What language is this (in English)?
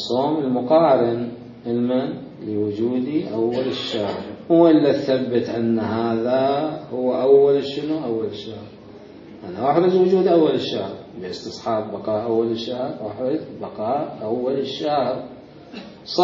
Mesopotamian Arabic